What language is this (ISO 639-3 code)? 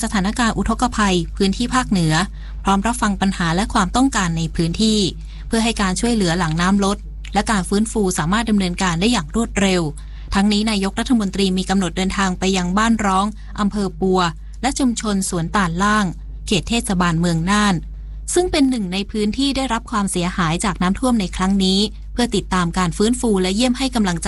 tha